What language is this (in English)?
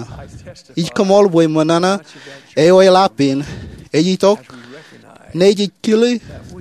Marshallese